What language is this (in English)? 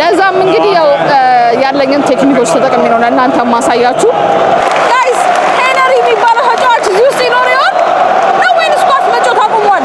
Amharic